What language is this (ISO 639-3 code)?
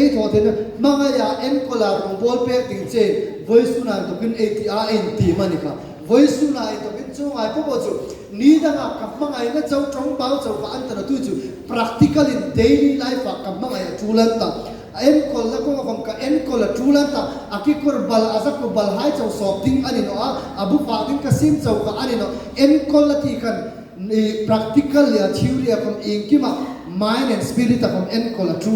hmr